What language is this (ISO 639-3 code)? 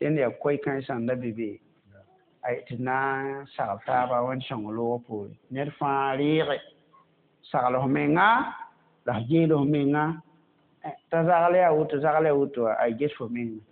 mos